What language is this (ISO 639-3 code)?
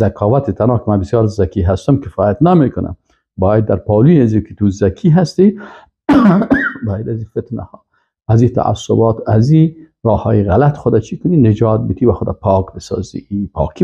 fas